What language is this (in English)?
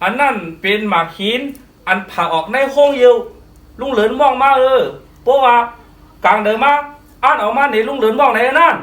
Shan